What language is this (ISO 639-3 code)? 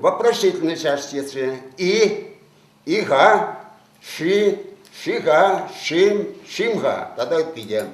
chv